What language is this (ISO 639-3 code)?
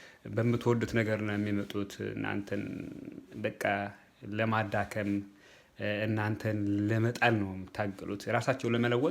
amh